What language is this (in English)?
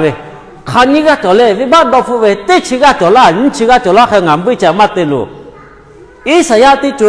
Lahu